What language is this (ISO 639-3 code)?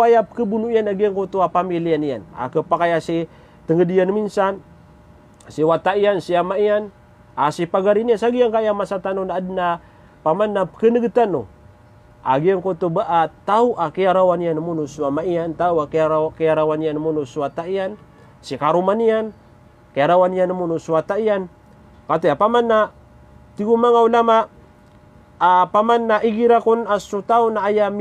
mrw